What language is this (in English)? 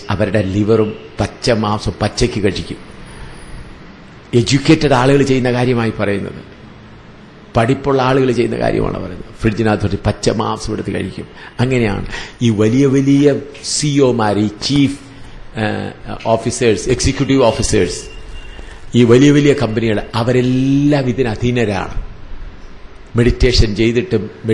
Malayalam